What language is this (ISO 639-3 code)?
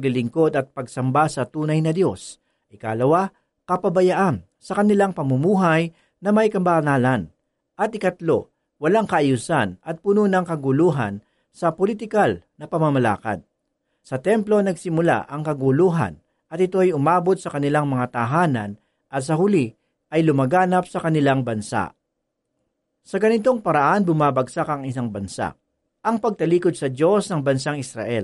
fil